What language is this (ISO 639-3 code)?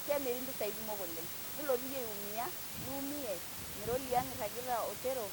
mas